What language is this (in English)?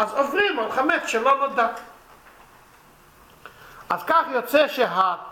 Hebrew